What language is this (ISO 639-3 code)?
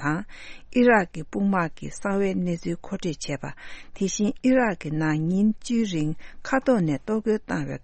bod